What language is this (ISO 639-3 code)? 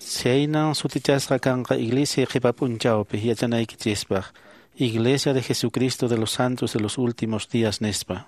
que